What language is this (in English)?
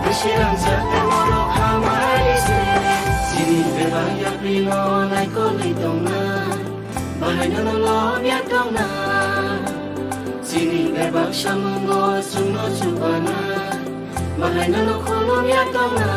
Kok Borok